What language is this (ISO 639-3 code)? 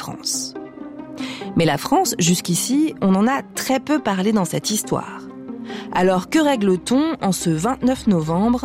fra